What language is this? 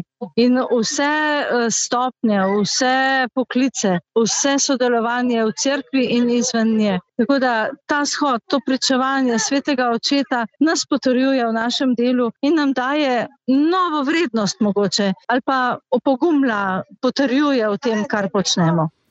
Slovenian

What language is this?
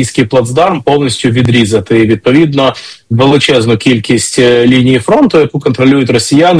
Ukrainian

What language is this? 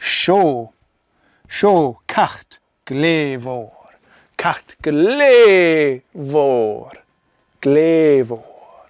Scottish Gaelic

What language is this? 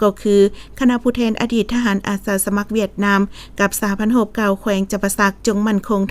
Lao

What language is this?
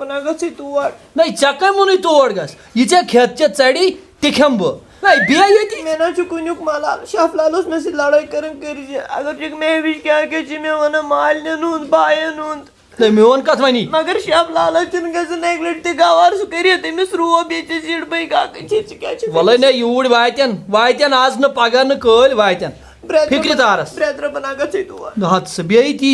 Kashmiri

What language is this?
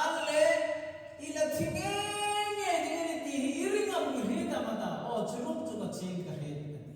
Hmar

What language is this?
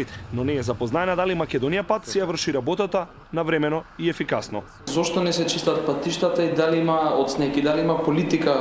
Macedonian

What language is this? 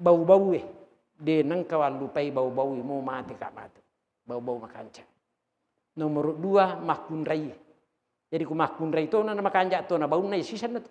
Buginese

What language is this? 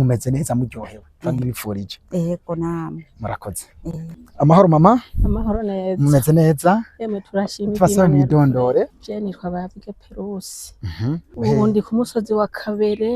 Rundi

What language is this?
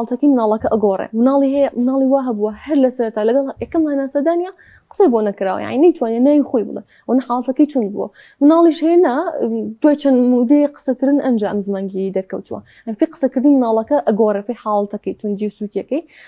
Central Kurdish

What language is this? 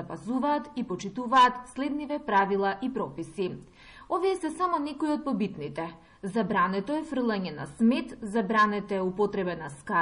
Macedonian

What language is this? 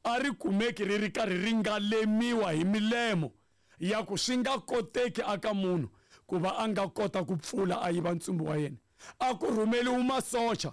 Tsonga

